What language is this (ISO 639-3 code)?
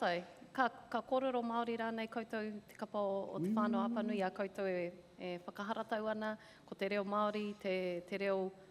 mri